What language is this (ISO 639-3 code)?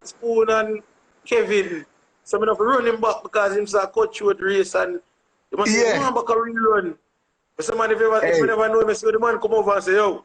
jam